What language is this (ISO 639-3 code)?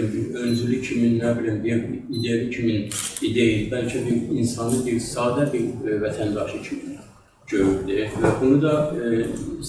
azb